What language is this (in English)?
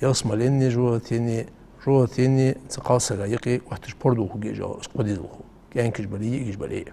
Ingush